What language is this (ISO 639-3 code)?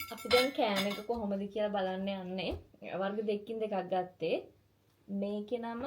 sin